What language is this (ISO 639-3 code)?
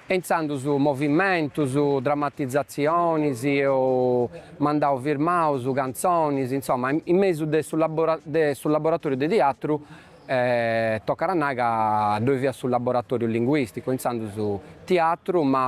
srd